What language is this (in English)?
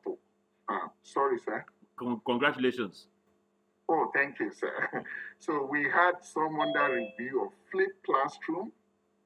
English